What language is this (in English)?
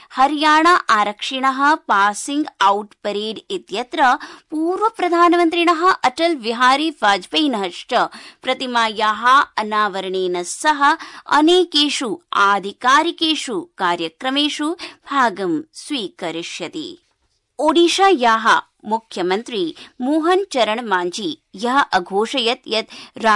Sanskrit